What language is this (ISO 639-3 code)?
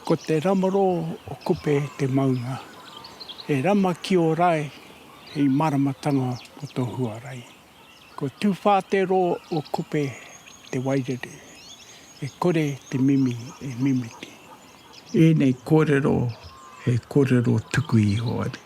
mri